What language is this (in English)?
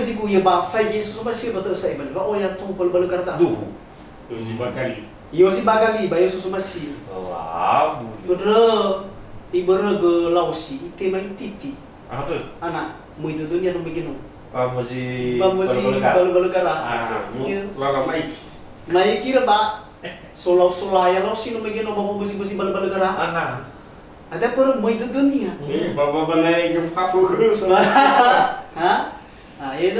Nias